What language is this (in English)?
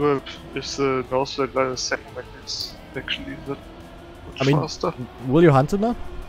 English